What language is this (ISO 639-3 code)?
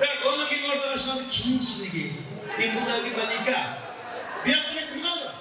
kaa